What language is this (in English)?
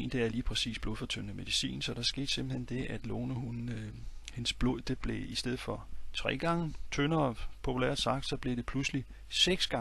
Danish